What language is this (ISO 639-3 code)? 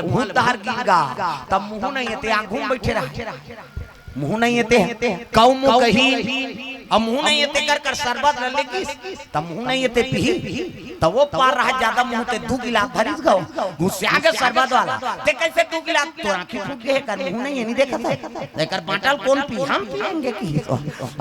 hne